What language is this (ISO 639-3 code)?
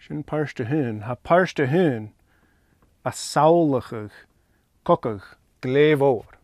gla